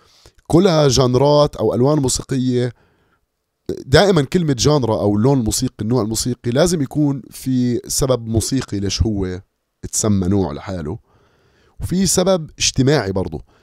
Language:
North Levantine Arabic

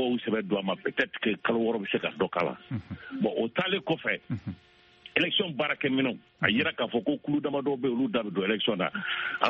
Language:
Bambara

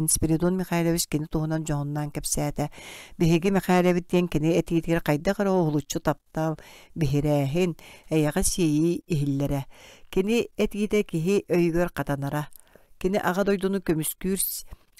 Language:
Yakut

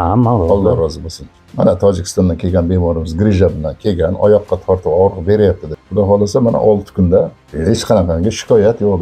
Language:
Uzbek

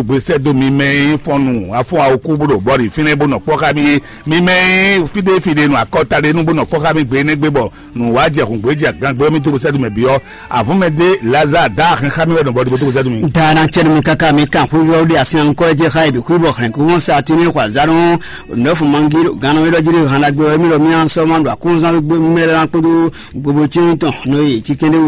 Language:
Fon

